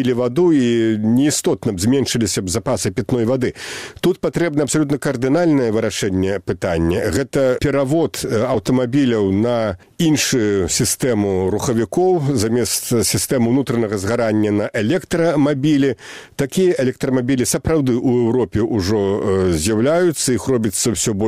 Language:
Belarusian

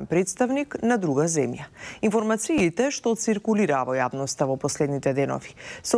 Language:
Macedonian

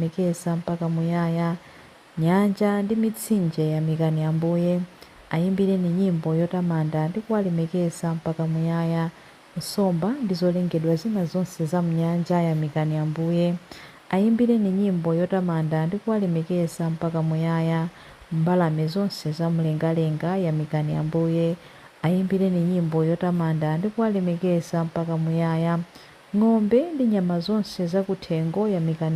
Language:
Nyanja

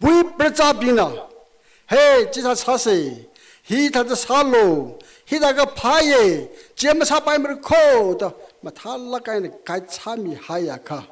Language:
Tangkhul Naga (India)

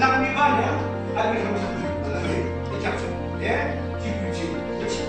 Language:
Yimchungru Naga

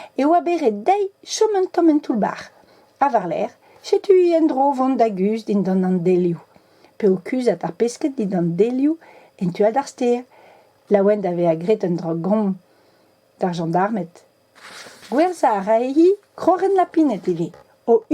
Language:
Breton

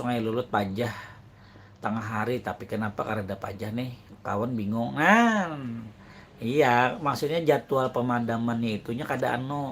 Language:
Banjar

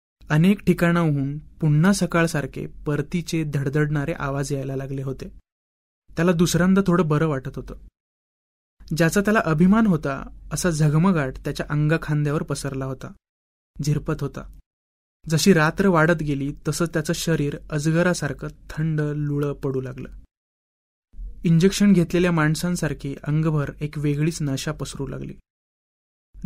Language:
Marathi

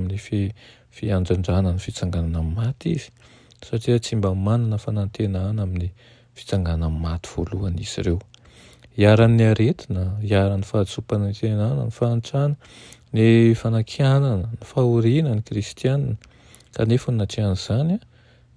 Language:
Malagasy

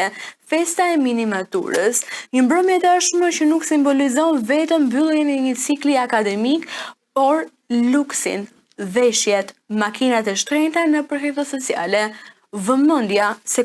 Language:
Albanian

